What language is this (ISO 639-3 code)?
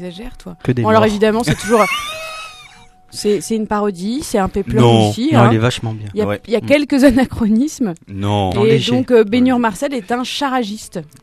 fra